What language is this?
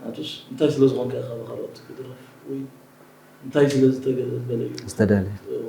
Tigrinya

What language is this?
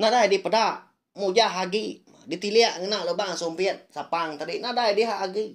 Iban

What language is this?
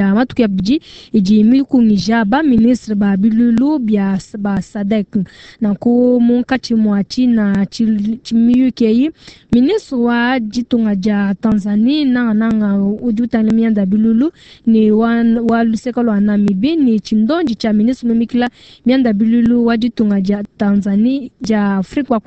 Luba-Lulua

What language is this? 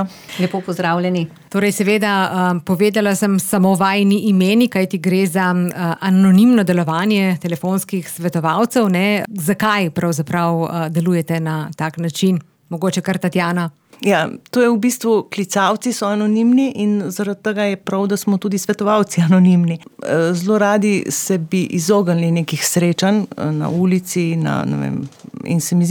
Slovenian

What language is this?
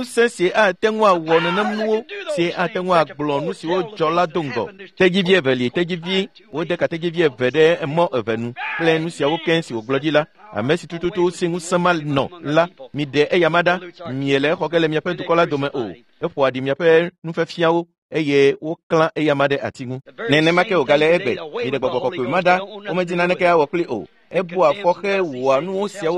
Ewe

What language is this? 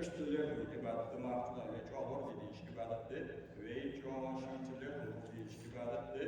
Ingush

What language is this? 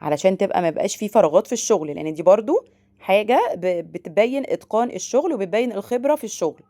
Egyptian Arabic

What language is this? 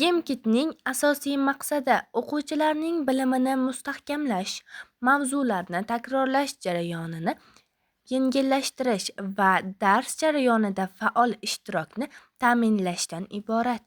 Uzbek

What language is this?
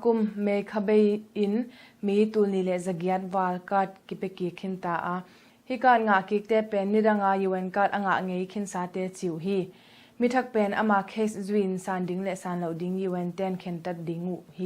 Tedim Chin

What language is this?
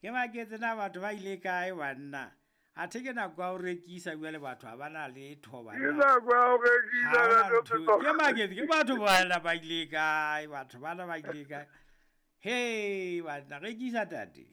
Southern Sotho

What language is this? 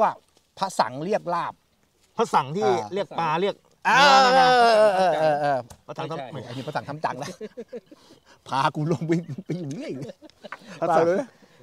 Thai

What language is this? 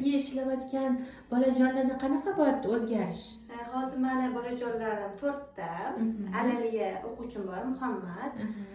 Uzbek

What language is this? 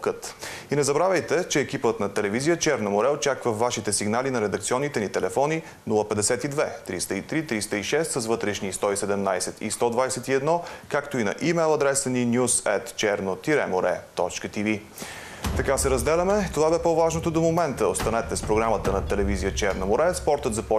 Bulgarian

